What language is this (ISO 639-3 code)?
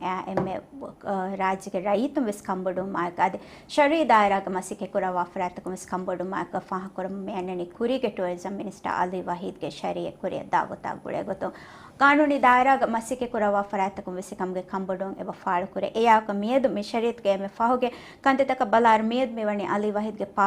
div